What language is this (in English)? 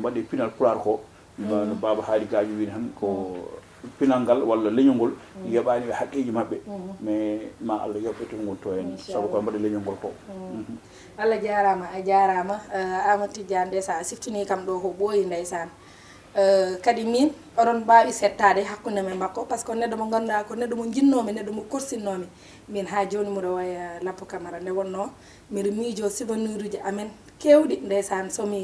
Fula